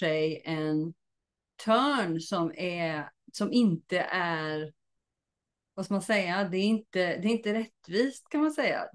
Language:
Swedish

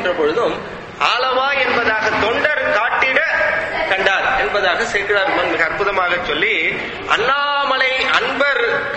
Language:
Tamil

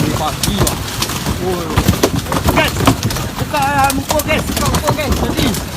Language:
Minangkabau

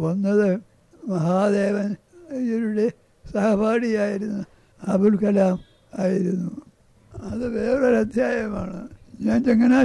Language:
Malayalam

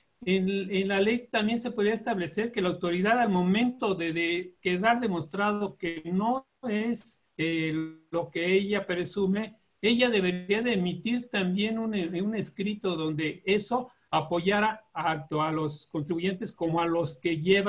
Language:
Spanish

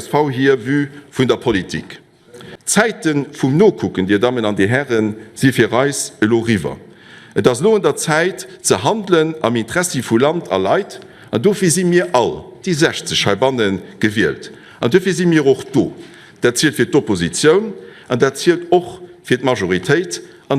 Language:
Luxembourgish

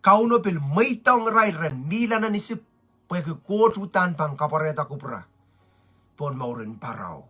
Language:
Pohnpeian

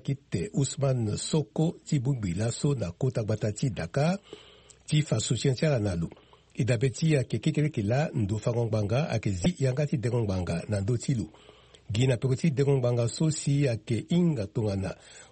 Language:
Sango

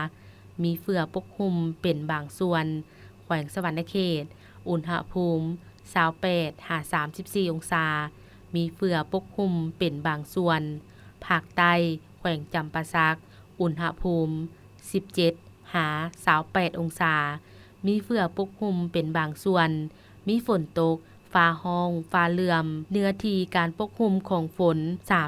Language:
Lao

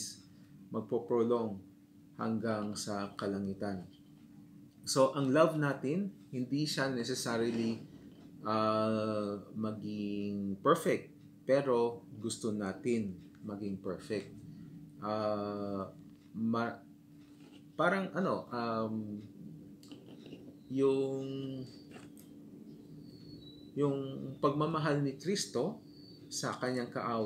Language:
Filipino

